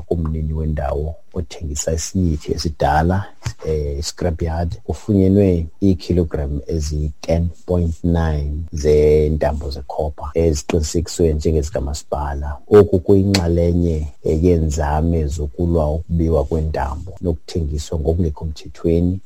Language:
Xhosa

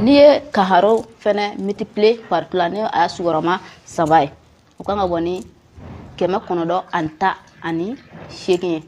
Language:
Bambara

